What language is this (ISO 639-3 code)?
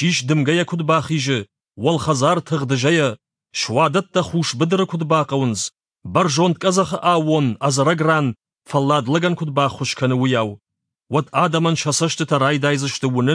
oss